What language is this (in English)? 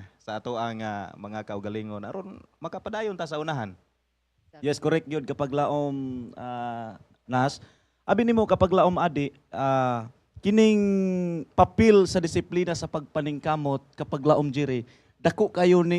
Cebuano